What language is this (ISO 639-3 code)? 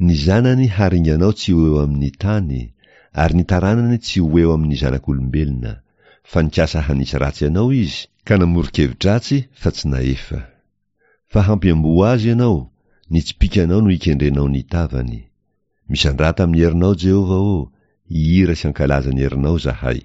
mlg